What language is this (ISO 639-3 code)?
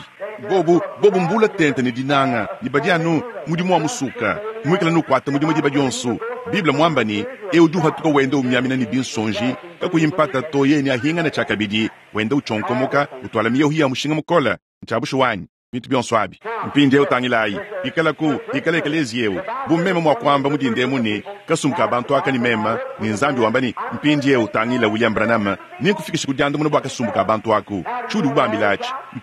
lua